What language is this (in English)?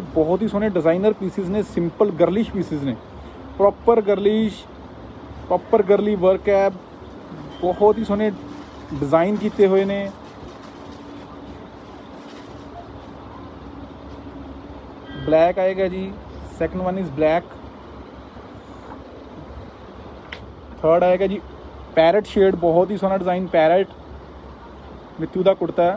Punjabi